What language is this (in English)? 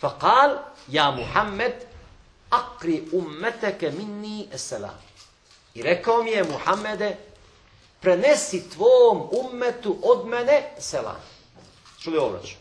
Bosnian